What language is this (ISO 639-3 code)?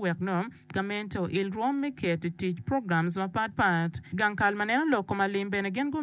ach